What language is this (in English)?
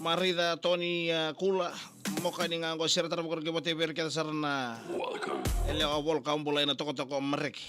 Fijian